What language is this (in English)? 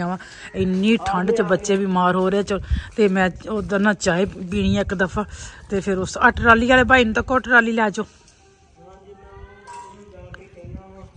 Punjabi